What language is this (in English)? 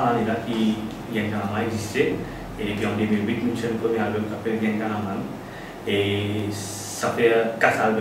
Morisyen